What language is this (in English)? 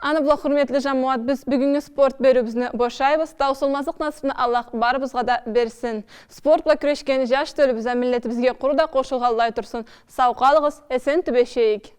Karachay-Balkar